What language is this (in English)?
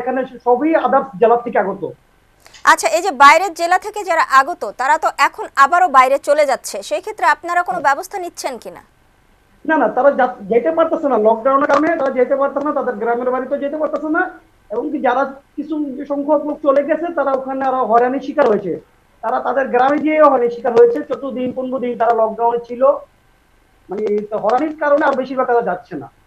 Bangla